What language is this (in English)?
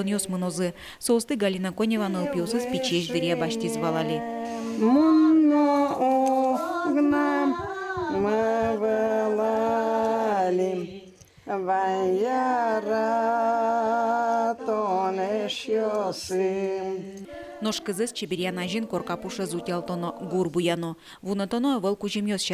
Udmurt